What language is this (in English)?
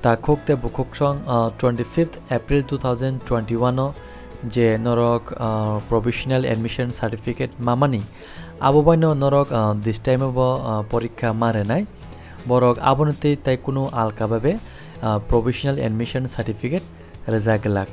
Kok Borok